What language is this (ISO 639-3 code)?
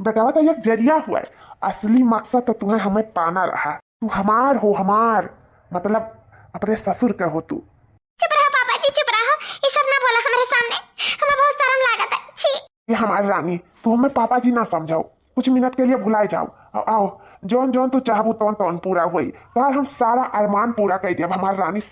awa